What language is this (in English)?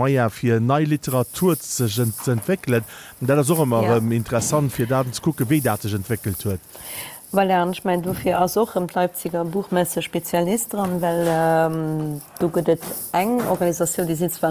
Luxembourgish